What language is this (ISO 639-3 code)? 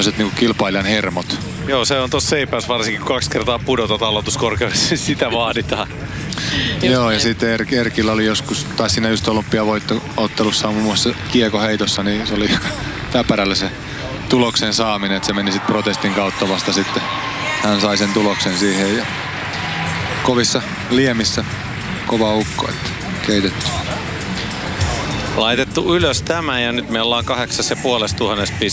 fin